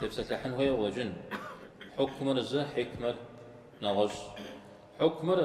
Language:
Kabardian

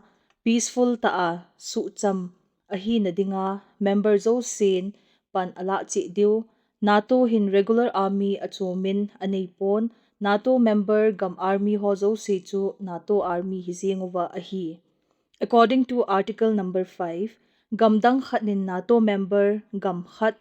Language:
Thado Chin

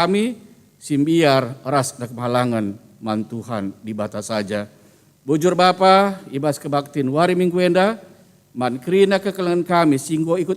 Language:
Batak Karo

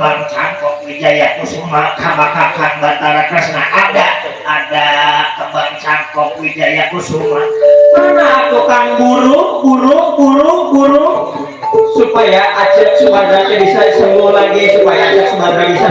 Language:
Betawi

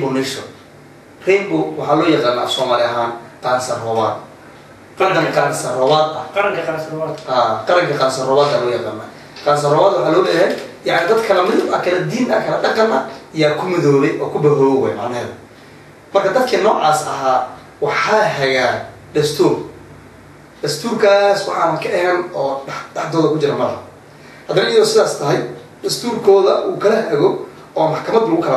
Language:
Somali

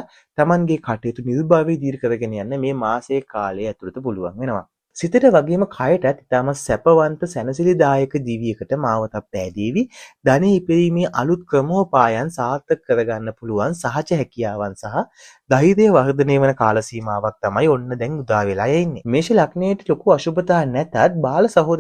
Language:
Sinhala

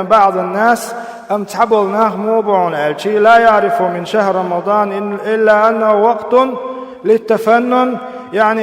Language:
Chechen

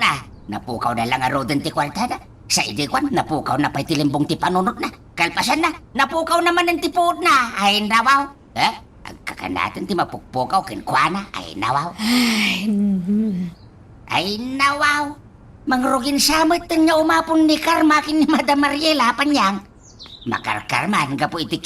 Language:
Iloko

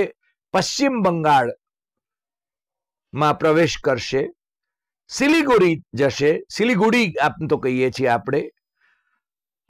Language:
Gujarati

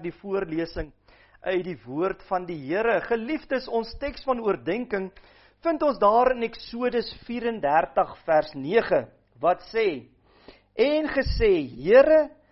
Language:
Afrikaans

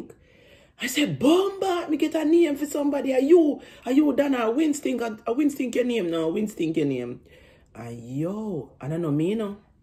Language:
Jamaican Creole English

